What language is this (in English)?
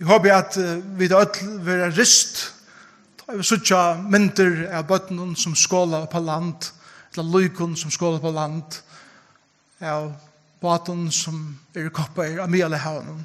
Faroese